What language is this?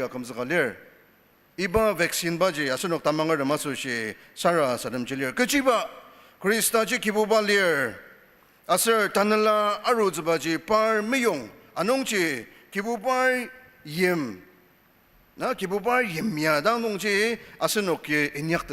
Ao Naga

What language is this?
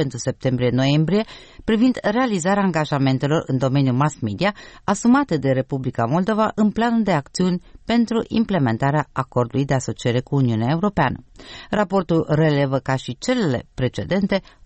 Romanian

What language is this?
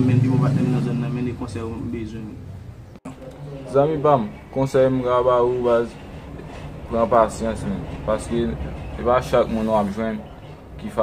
Haitian Creole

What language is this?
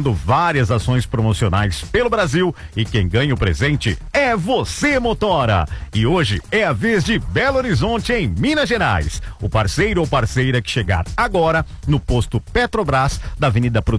Portuguese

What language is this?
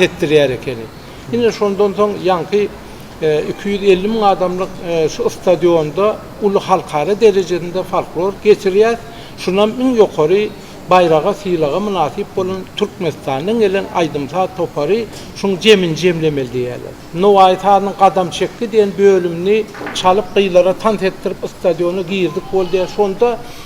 Turkmen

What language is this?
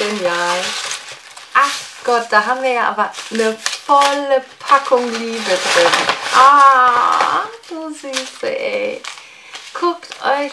German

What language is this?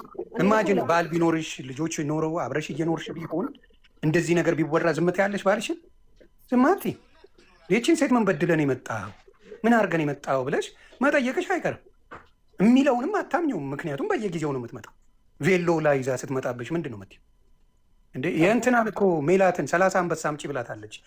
Amharic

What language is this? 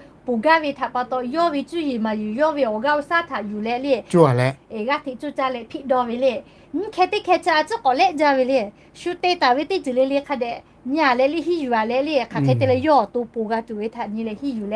Lahu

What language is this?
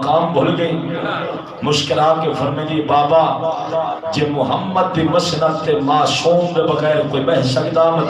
Saraiki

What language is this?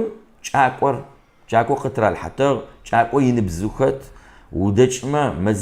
Kabardian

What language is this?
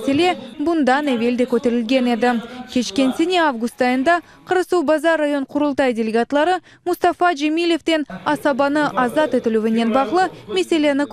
Crimean Tatar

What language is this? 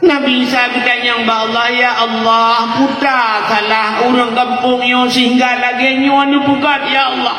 Achinese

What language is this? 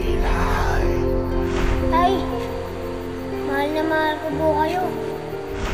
Filipino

